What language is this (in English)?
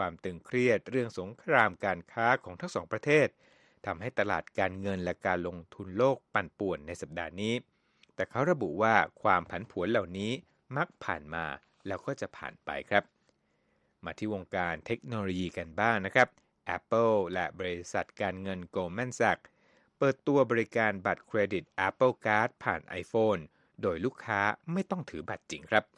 Thai